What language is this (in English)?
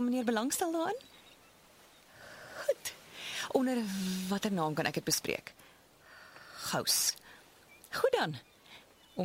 Afrikaans